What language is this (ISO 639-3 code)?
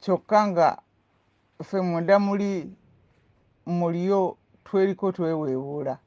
lug